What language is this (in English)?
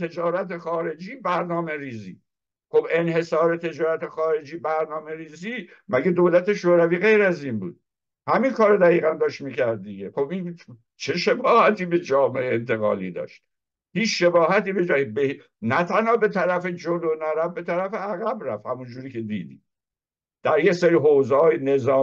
Persian